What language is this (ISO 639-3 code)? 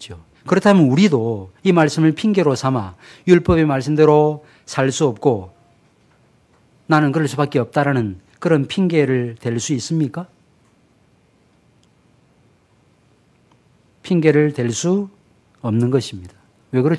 kor